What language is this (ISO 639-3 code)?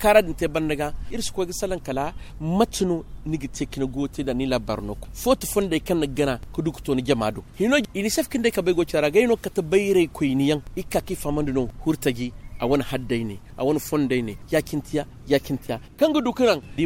dje